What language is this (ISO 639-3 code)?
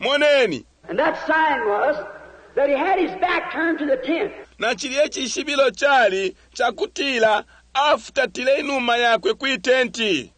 bem